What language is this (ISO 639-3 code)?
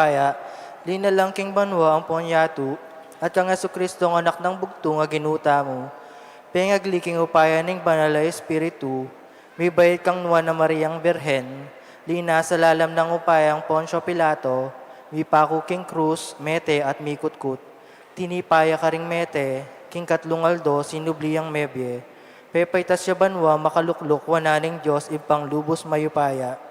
pam